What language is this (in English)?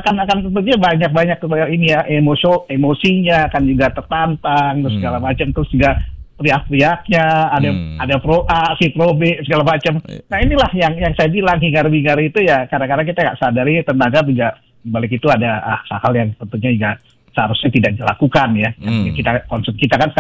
Indonesian